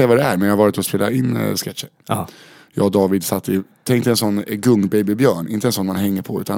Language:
Swedish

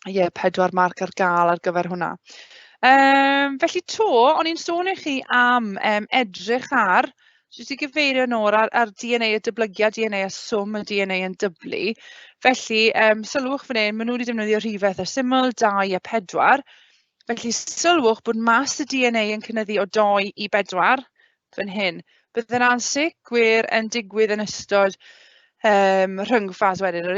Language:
Welsh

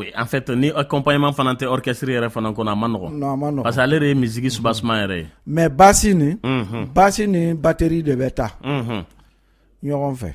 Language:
Bambara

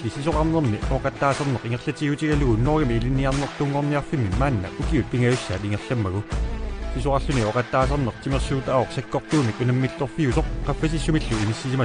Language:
Kalaallisut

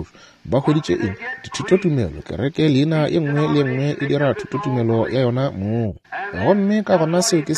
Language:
Northern Sotho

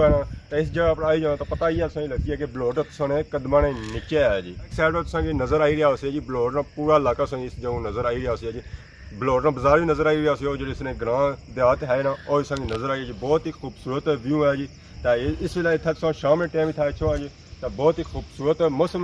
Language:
Pahari-Potwari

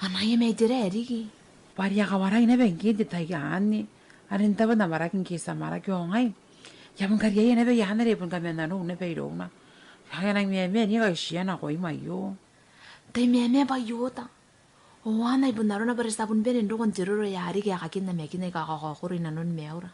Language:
Gilbertese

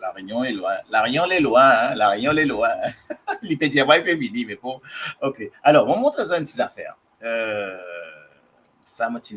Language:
Morisyen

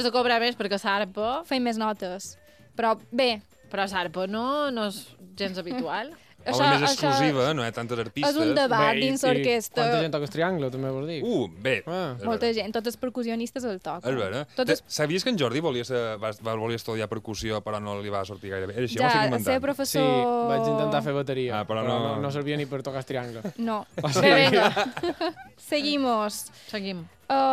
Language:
Catalan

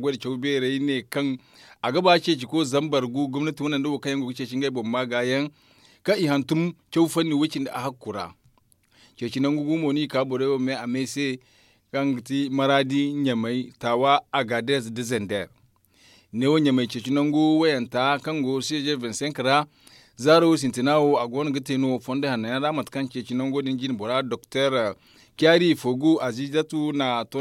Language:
Zarma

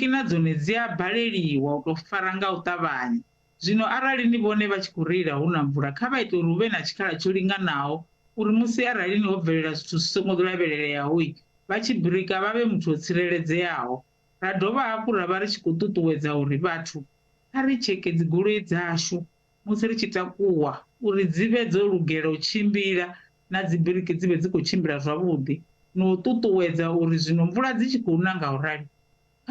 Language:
Venda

